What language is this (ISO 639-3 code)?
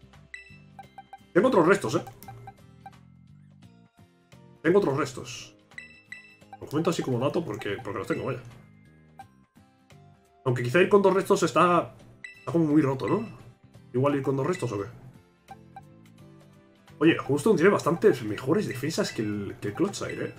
spa